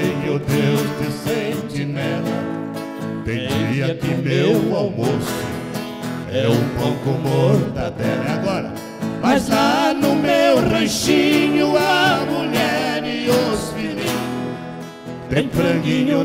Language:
Portuguese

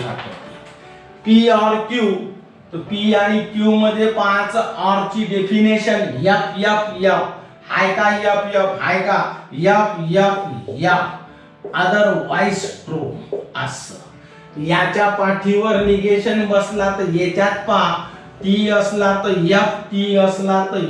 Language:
Marathi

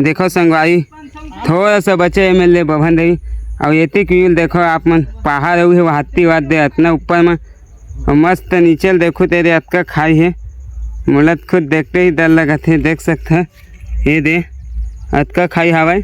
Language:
Chhattisgarhi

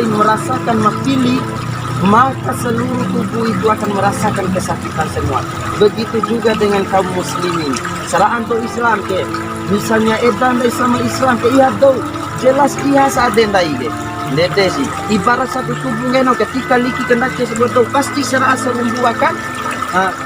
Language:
Bima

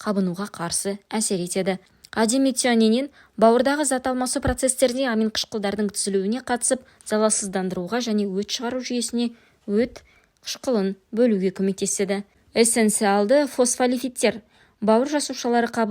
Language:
Kazakh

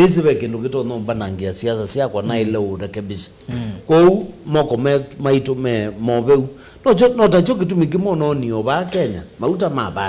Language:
Kamba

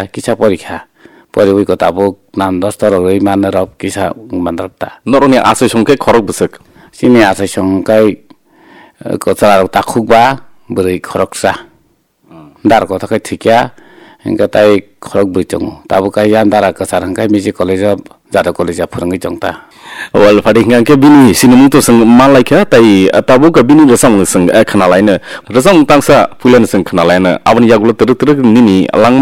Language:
Kok Borok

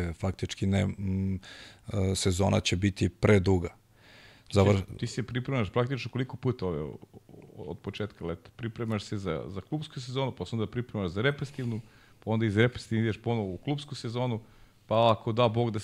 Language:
Serbian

